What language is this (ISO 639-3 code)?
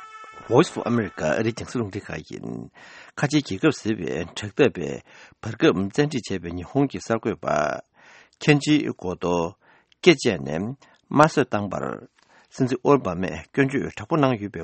bod